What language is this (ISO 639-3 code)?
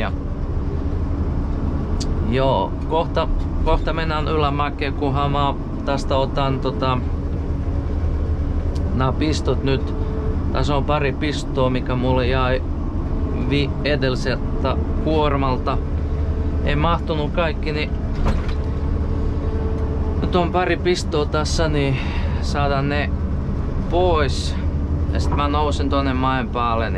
fin